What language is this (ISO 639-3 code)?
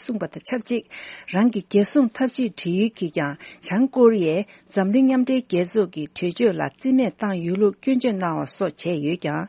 bod